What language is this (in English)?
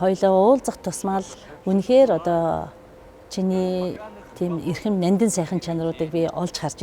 Mongolian